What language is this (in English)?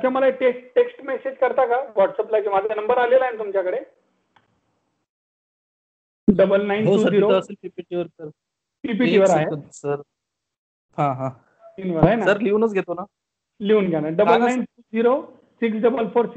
Marathi